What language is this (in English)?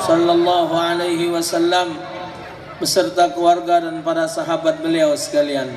Musi